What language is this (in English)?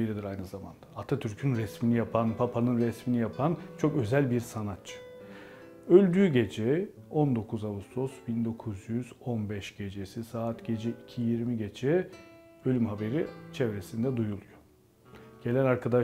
Turkish